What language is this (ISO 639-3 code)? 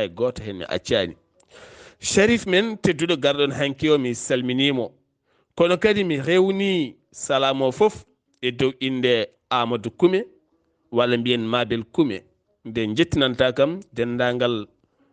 ful